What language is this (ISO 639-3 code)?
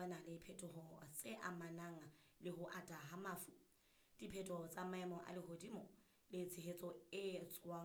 sot